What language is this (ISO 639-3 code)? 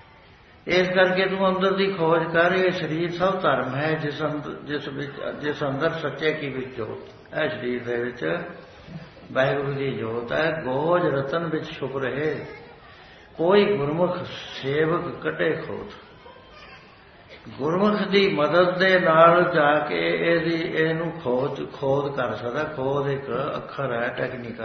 pan